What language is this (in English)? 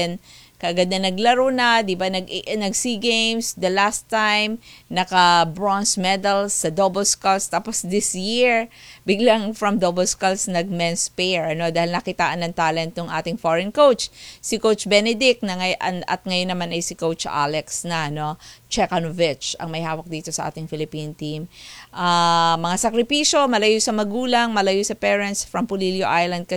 Filipino